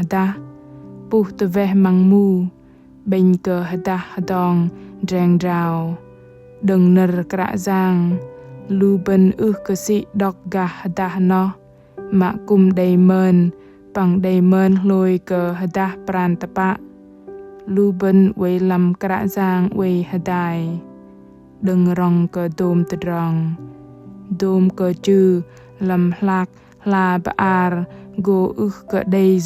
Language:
Bahnar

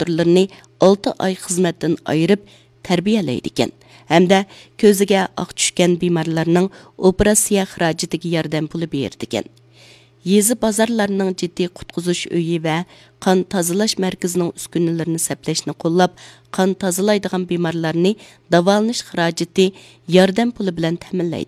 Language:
Uyghur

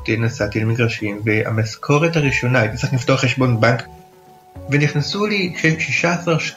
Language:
Hebrew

